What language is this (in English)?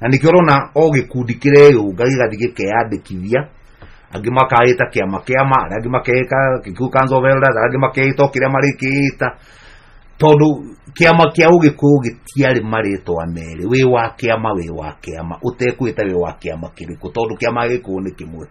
Kikuyu